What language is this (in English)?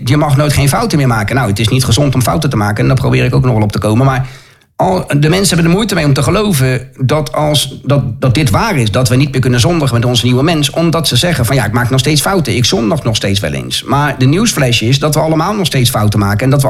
Dutch